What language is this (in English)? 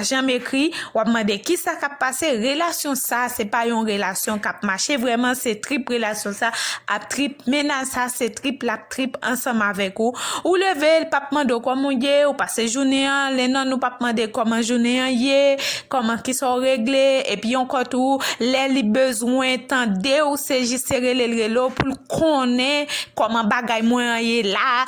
Haitian Creole